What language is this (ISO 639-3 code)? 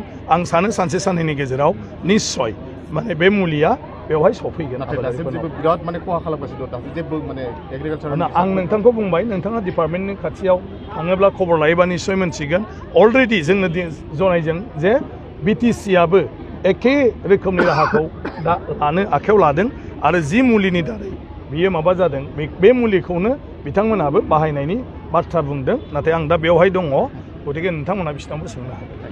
brx